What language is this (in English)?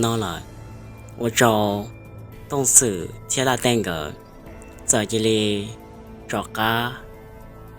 Hmong